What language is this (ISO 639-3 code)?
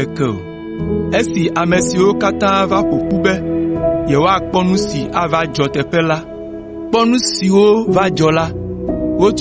ewe